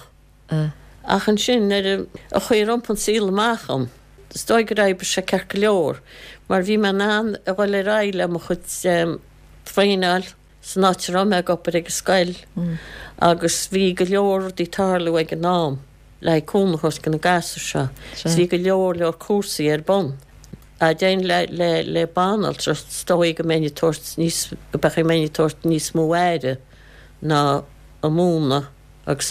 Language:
Irish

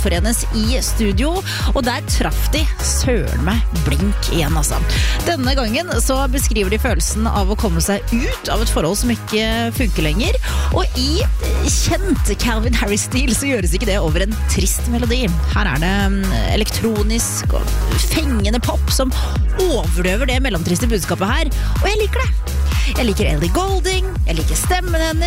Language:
Norwegian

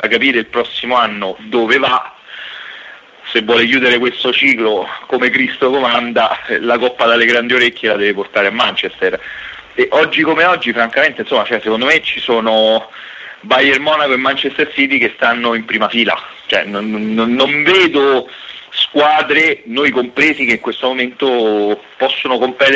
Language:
Italian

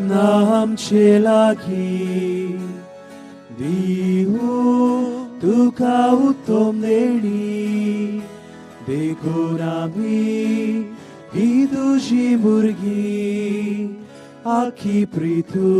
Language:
Konkani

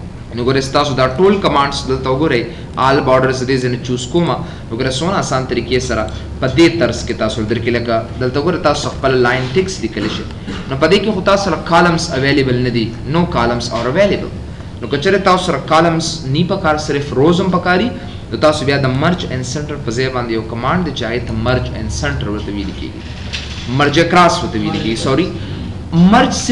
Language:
Pashto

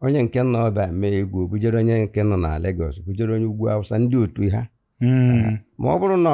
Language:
Igbo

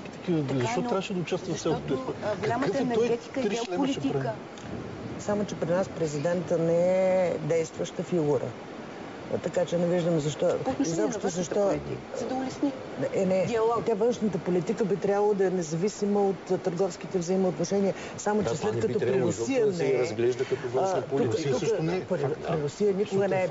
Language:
Bulgarian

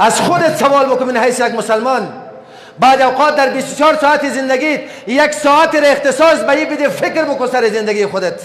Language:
Persian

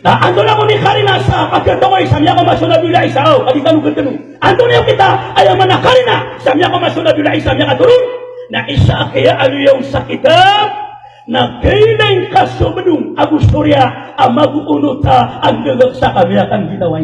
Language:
Maranao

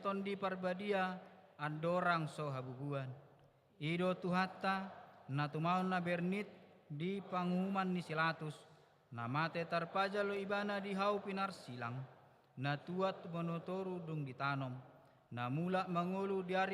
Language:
Batak Toba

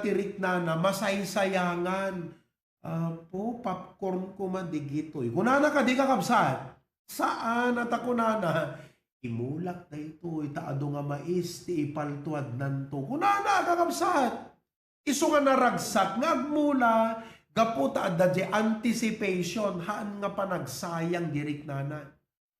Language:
Iloko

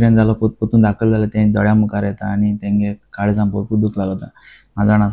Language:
Konkani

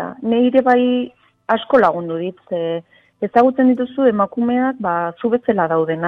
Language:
Basque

